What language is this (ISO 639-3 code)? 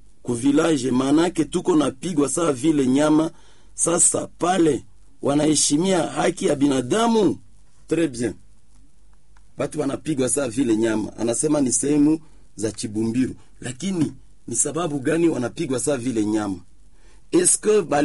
swa